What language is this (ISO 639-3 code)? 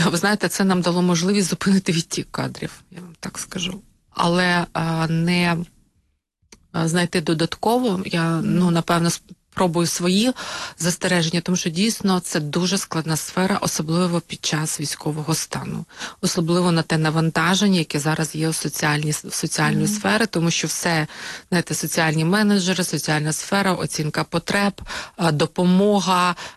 ukr